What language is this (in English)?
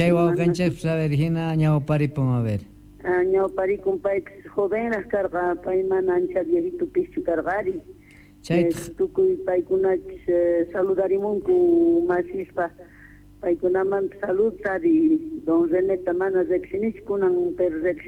Quechua